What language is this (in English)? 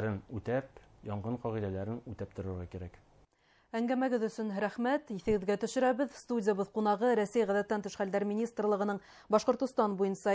Bashkir